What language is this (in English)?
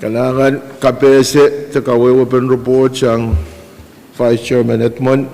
Pohnpeian